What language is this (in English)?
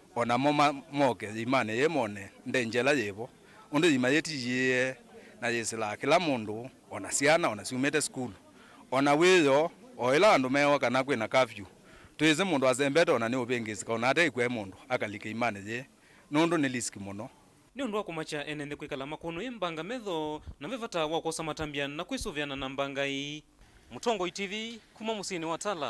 Kamba